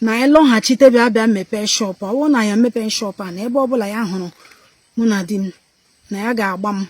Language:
Igbo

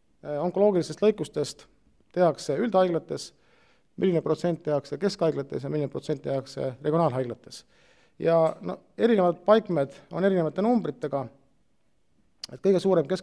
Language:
Estonian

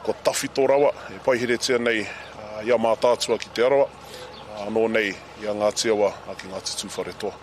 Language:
Māori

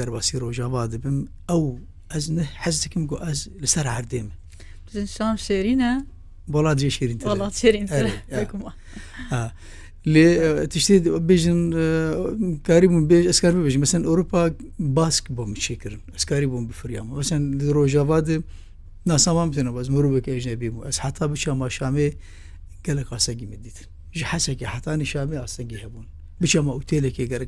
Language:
Kurdish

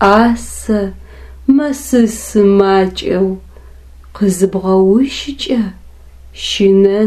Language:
Adyghe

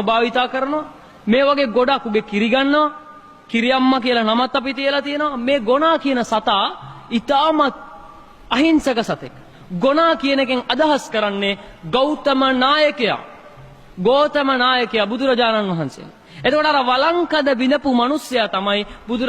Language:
Sinhala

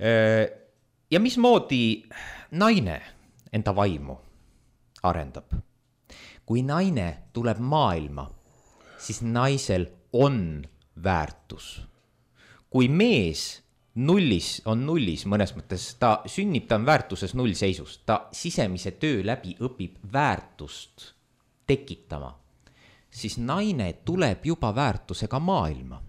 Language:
Estonian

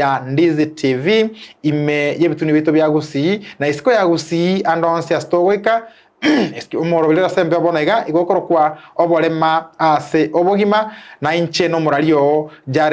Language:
Gusii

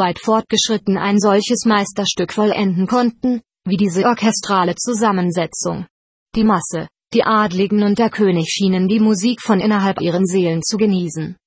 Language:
German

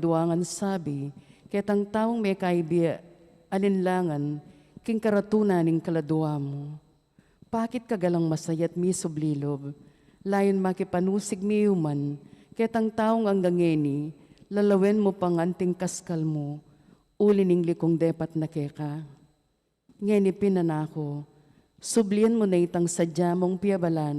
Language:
Pampanga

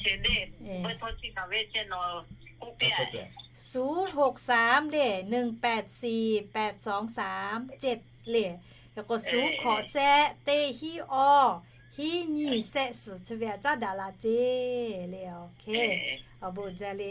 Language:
Lahu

